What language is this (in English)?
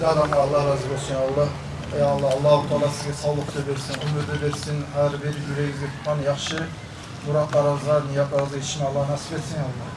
Kumyk